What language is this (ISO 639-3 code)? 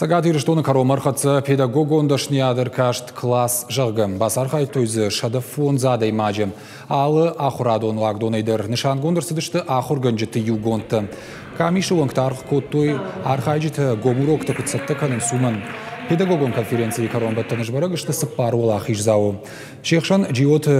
oss